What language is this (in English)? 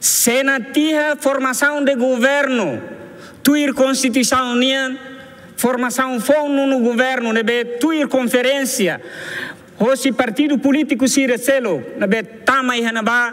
Tetum